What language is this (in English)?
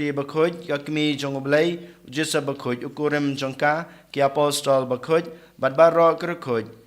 Khasi